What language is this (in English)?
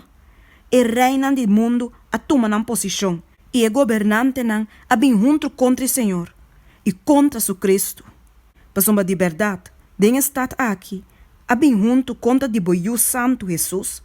Papiamento